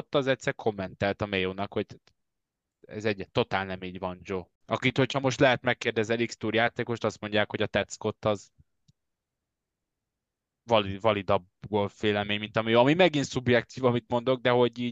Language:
Hungarian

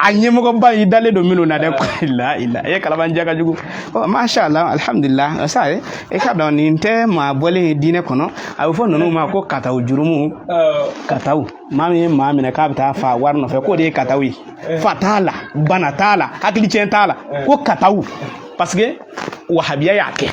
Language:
Bambara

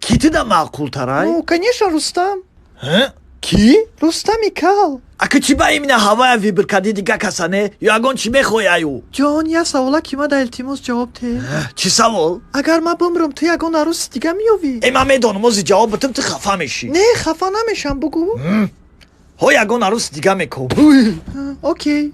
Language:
Tajik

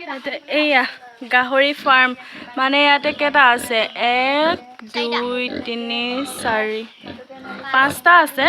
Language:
Assamese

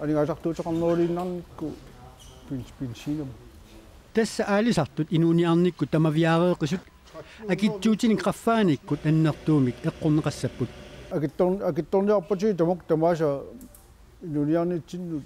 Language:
Kalaallisut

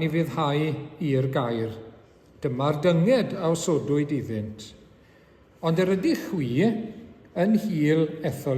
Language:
Welsh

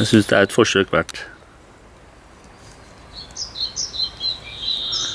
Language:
Norwegian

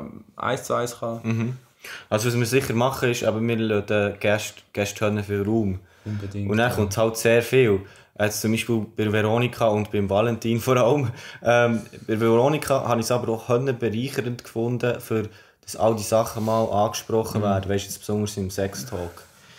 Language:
Swiss German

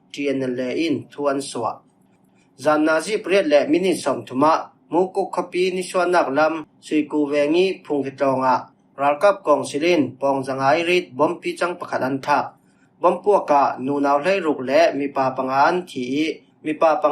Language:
Falam Chin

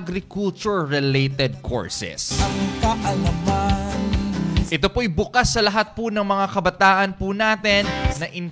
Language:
Filipino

